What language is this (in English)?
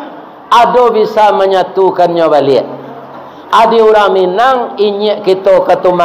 Minangkabau